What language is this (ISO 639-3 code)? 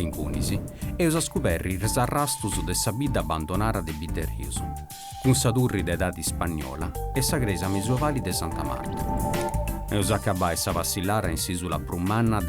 srd